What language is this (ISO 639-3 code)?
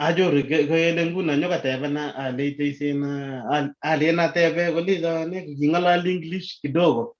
kln